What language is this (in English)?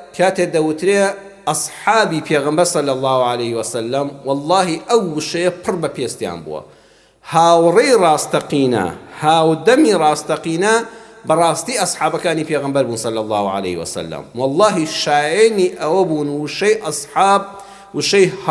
Central Kurdish